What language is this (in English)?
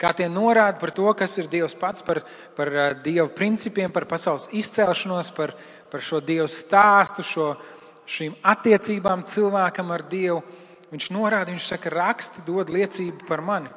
Latvian